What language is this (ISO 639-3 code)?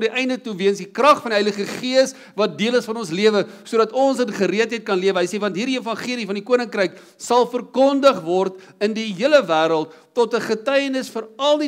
afr